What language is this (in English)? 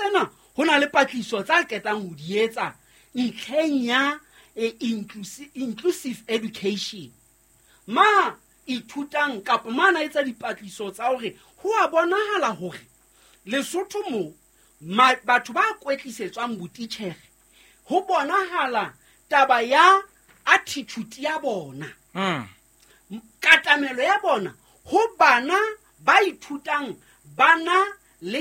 Southern Sotho